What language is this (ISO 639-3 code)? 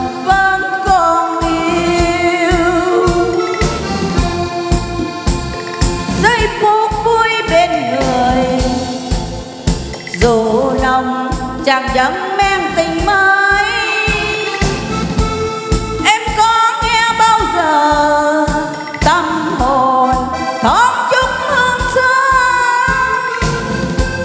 vie